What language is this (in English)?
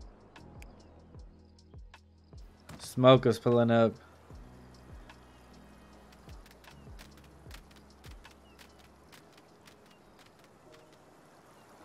Japanese